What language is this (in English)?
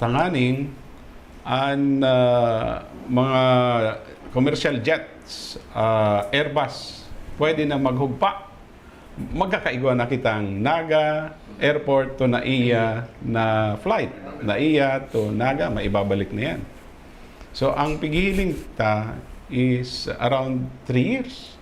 Bikol